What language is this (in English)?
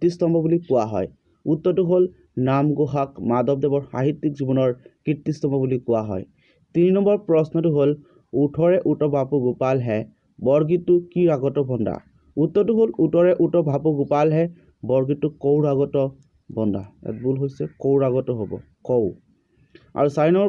Assamese